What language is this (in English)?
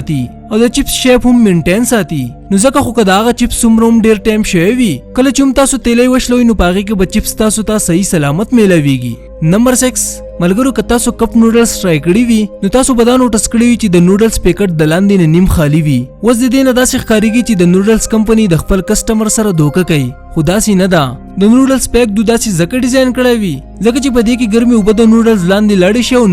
Pashto